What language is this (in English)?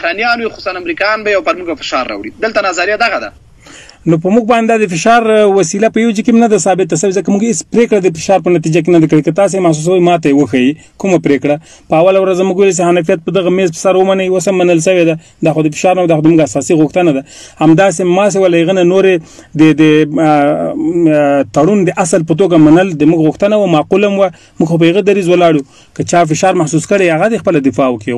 Pashto